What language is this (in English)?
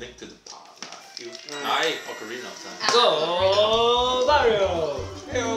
Faroese